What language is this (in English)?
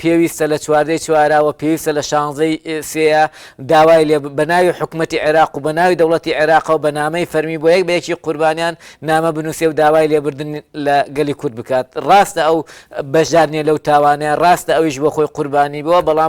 Central Kurdish